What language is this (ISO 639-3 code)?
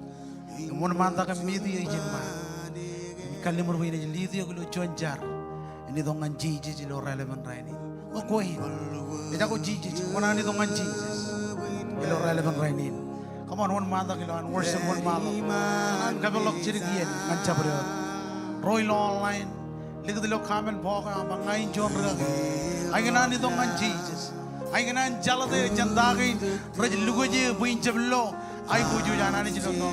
mah